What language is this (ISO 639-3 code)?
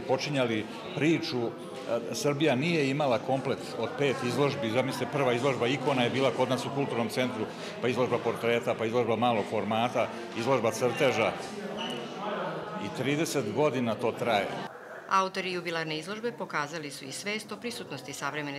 srp